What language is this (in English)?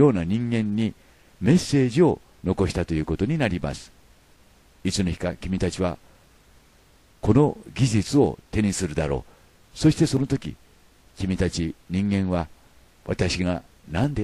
Japanese